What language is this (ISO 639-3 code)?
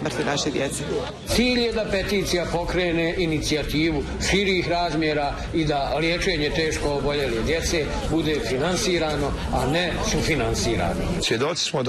bos